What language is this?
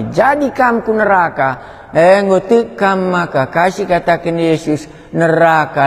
Batak Karo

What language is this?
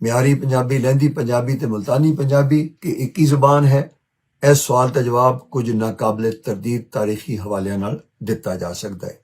Western Panjabi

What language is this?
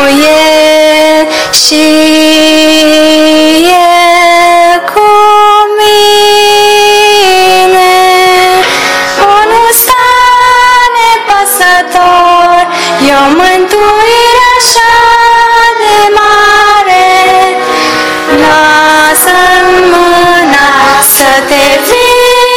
Romanian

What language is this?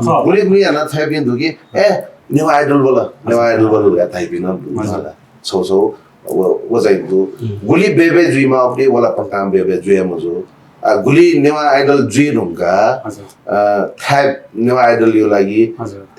Newari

